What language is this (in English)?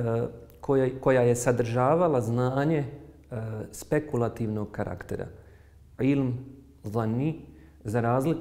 Bosnian